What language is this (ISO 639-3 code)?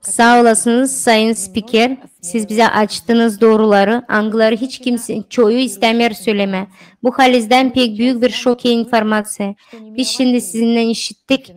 gag